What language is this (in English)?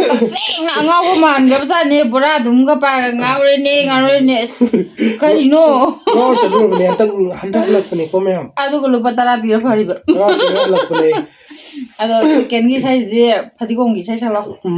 Manipuri